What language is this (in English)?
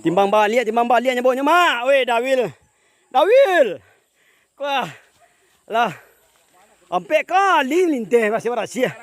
Minangkabau